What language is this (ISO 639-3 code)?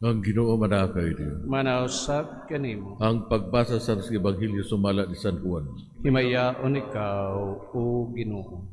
ceb